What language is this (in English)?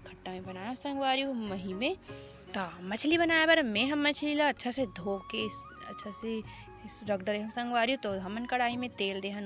Chhattisgarhi